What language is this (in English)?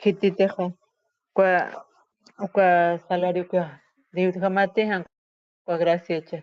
Aymara